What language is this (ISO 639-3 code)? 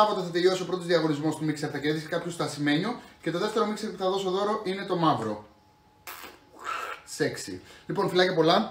ell